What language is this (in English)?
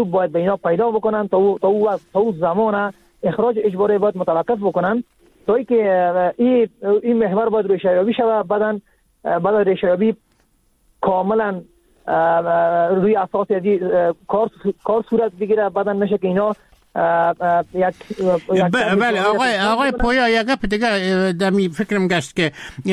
Persian